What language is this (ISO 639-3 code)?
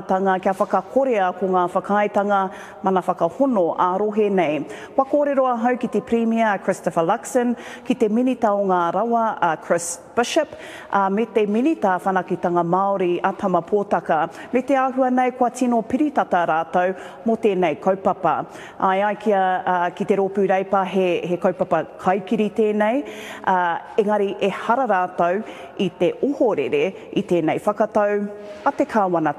mri